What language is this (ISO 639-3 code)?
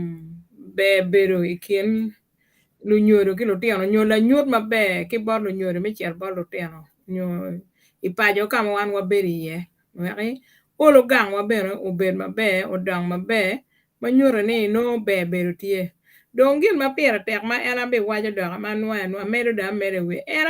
ach